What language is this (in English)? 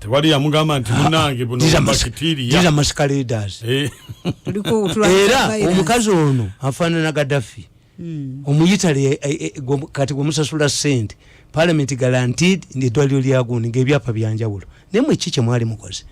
Ganda